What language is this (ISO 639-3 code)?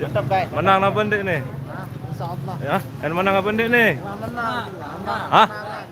sas